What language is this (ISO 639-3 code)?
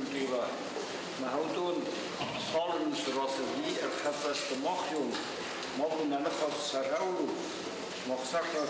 oss